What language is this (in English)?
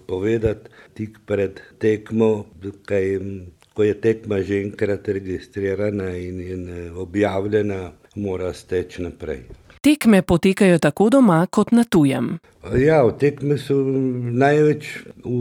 Slovenian